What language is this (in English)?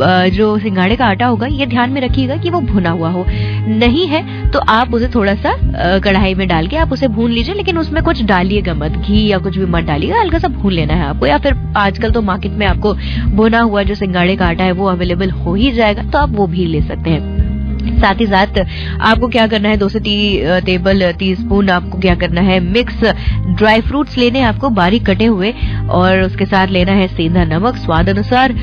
Hindi